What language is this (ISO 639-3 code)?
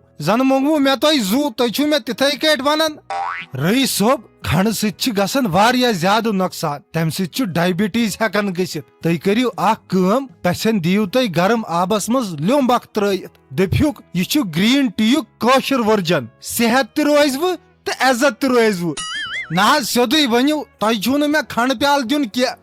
kas